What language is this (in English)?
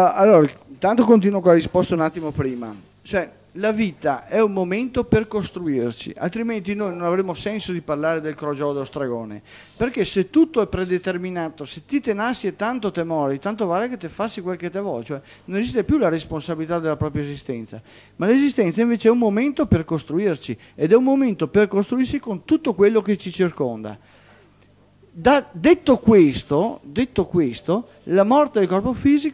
Italian